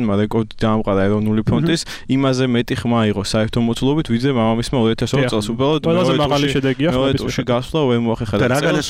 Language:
Georgian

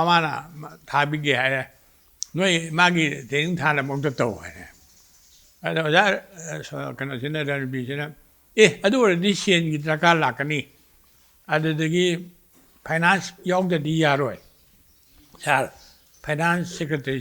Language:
Manipuri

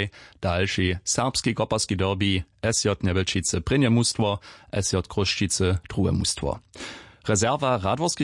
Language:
Upper Sorbian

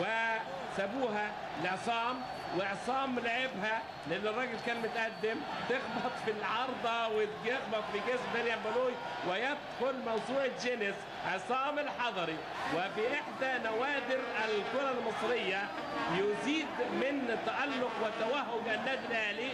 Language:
Egyptian Arabic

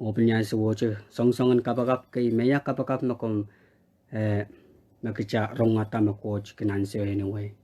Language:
Pohnpeian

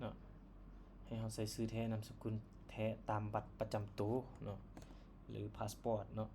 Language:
Lao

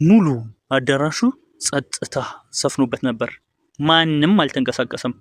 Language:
Amharic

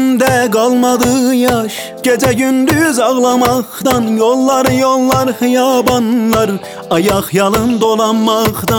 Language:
Turkish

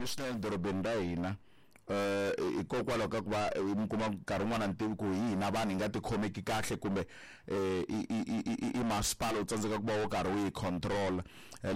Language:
Tsonga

